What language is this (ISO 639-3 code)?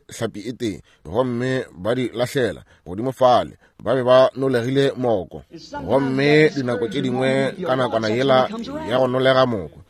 nso